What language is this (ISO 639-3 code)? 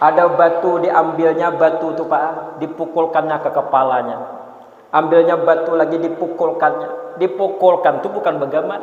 bjn